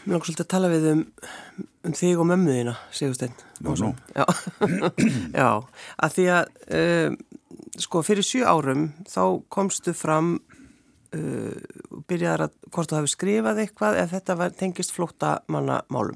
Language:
Icelandic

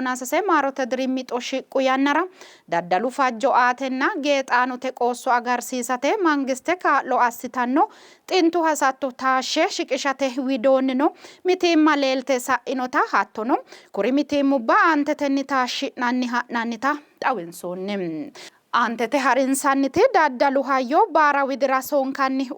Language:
Sidamo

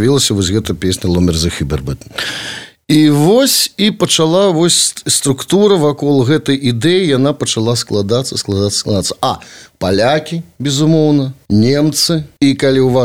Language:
Belarusian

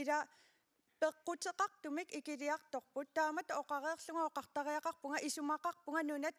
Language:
Kalaallisut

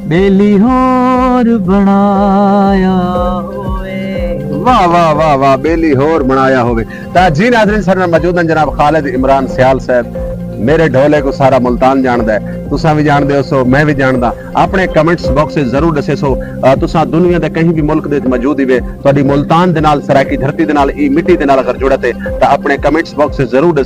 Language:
Saraiki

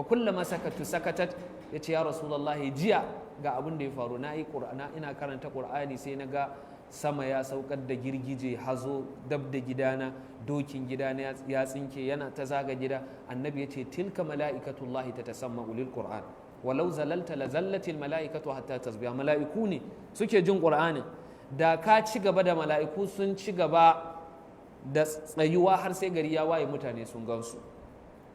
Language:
Hausa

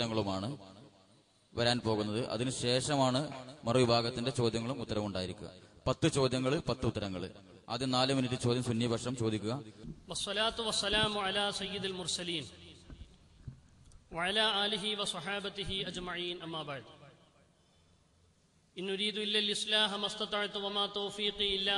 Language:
Malayalam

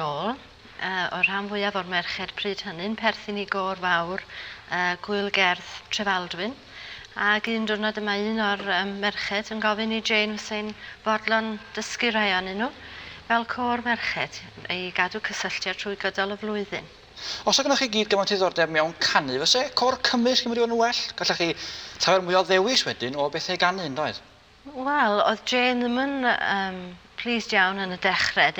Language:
Welsh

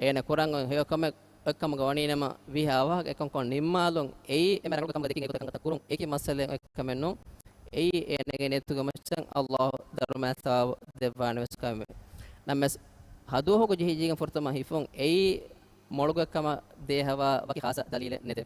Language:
Divehi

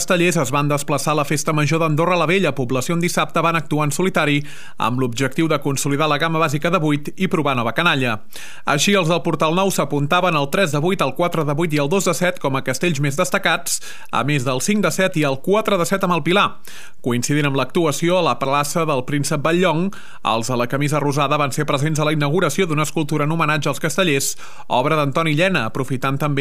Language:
Catalan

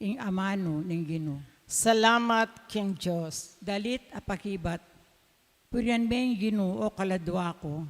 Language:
Pampanga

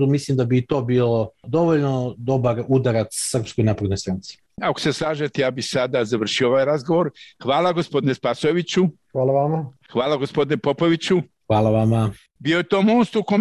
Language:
Serbian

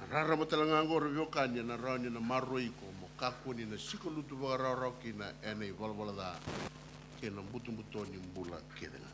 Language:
Fijian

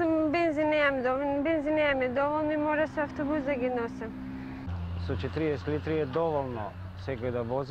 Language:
Macedonian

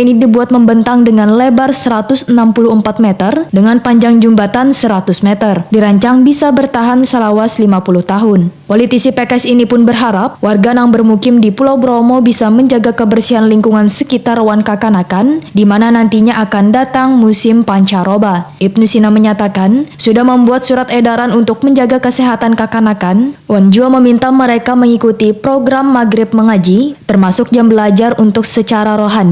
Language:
Banjar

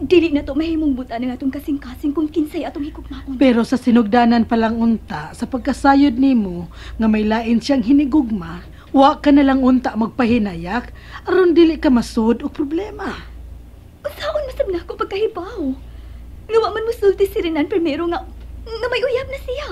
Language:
Cebuano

